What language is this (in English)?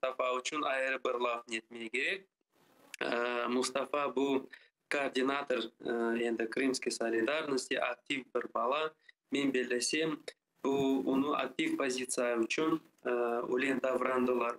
Crimean Tatar